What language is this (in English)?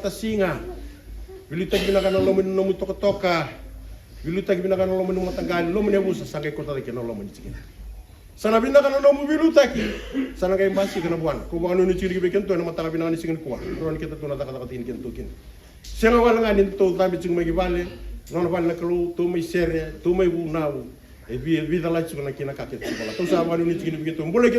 Fijian